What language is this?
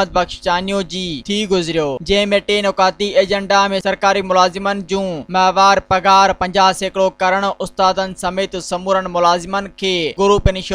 Sindhi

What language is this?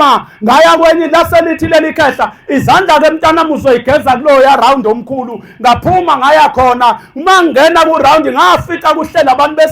Zulu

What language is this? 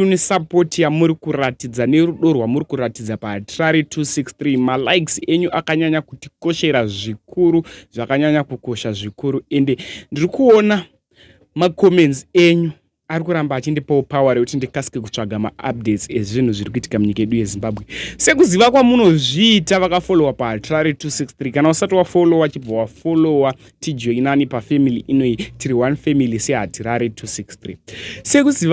Shona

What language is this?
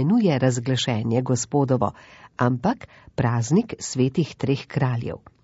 Slovenian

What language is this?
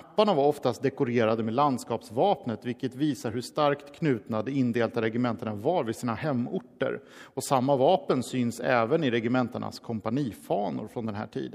Swedish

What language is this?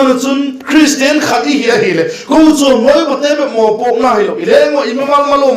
Vaiphei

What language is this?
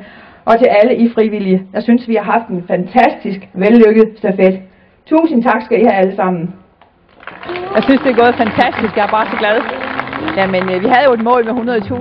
Danish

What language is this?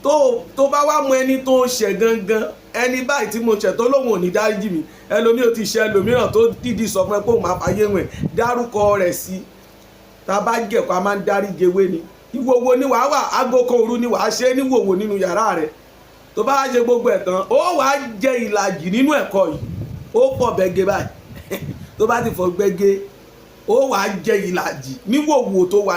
Yoruba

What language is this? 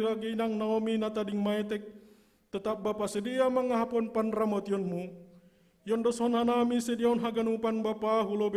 Batak Simalungun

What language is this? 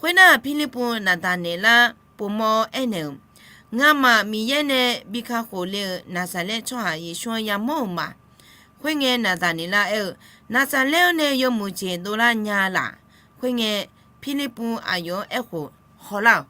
Akha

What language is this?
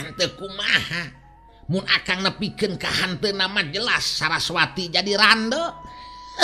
Sundanese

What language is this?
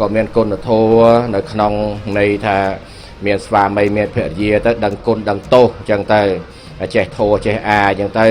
Khmer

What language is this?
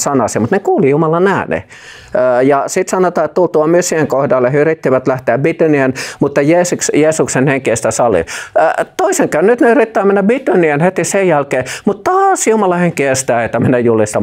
Finnish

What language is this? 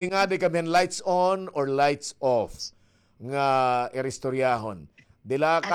Waray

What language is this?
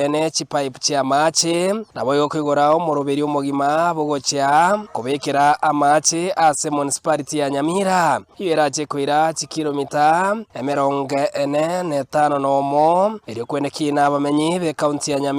Gusii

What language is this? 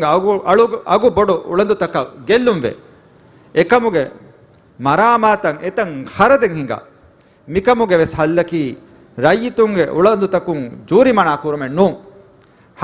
Divehi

